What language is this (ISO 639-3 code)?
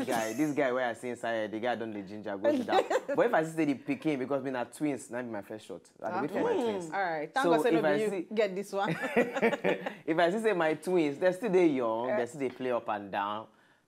pcm